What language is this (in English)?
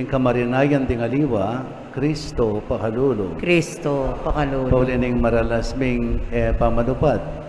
Pampanga